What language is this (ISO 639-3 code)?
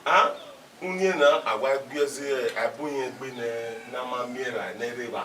bin